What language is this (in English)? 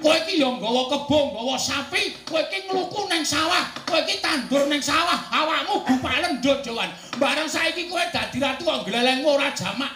Javanese